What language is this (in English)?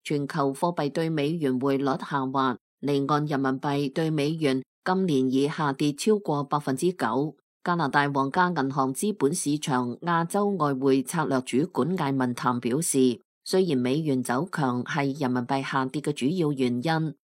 Cantonese